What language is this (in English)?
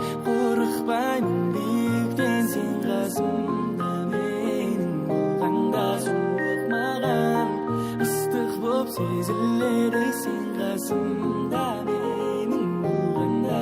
Kara-Kalpak